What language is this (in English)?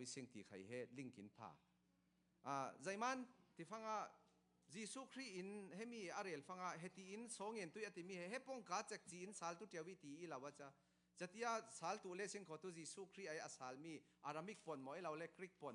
Falam Chin